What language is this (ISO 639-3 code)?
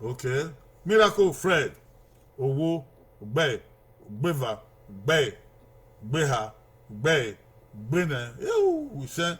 bin